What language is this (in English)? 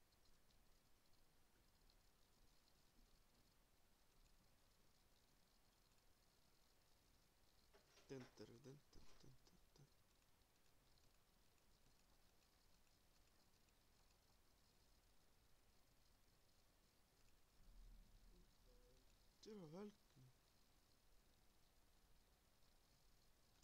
Estonian